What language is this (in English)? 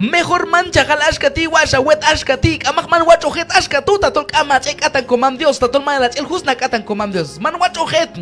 Q'anjob'al